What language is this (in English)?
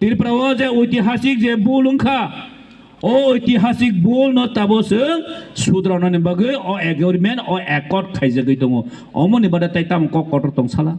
Kok Borok